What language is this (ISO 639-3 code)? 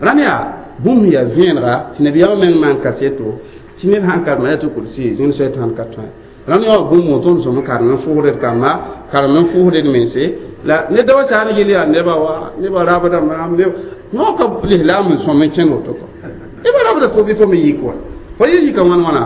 mos